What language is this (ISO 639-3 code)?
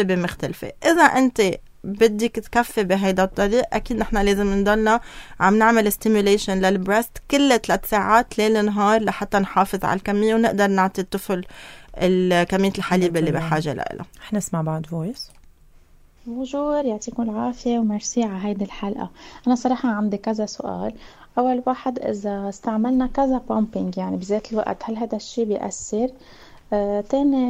apc